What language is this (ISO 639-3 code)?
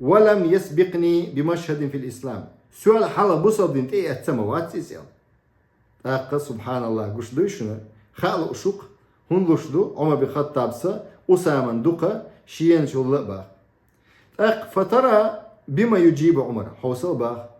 che